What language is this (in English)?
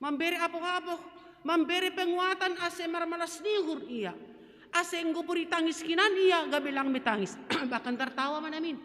Batak Simalungun